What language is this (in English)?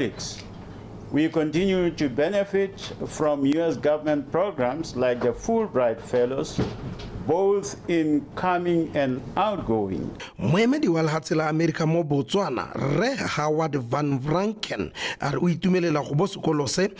Tswana